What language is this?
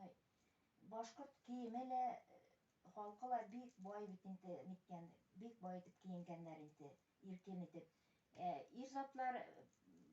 Bashkir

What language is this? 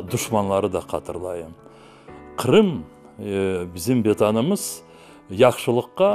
Crimean Tatar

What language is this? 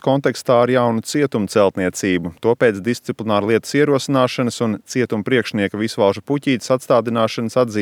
Latvian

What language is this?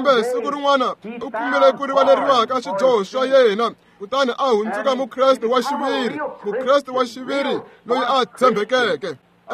Tsonga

